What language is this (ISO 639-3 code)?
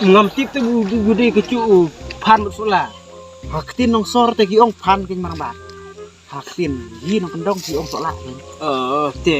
kha